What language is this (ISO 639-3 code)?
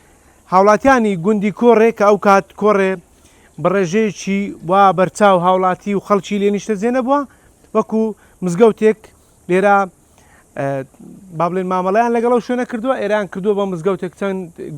ckb